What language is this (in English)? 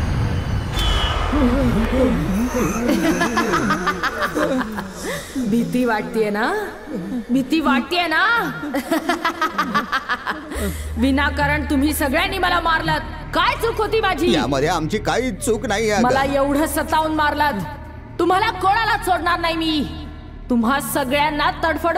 Marathi